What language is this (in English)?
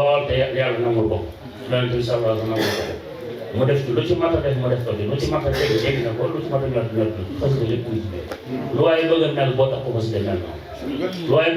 Wolof